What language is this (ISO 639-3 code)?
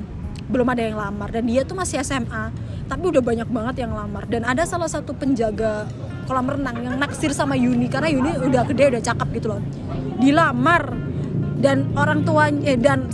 ind